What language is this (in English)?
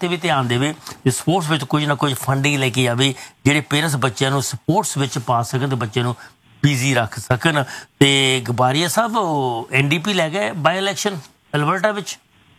Punjabi